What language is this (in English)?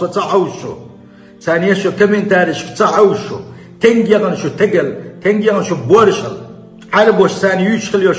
Chechen